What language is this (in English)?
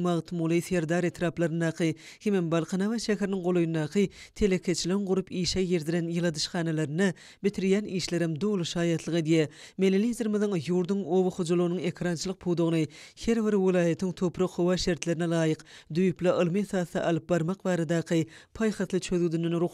Turkmen